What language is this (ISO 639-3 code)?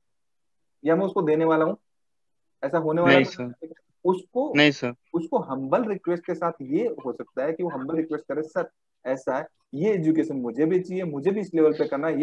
hin